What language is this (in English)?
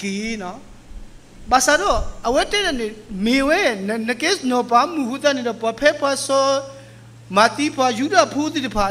S'gaw Karen